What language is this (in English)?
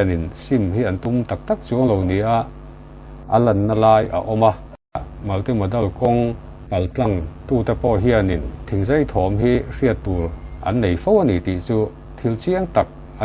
Mizo